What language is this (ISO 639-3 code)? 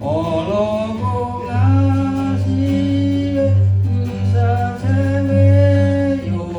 lhu